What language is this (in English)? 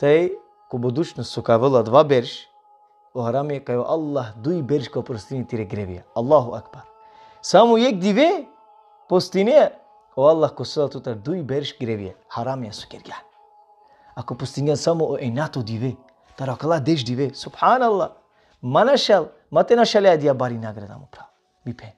Balkan Romani